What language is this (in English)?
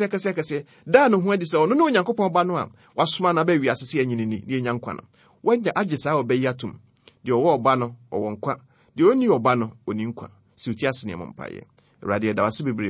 Akan